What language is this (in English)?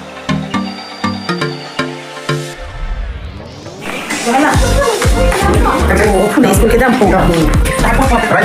Karbi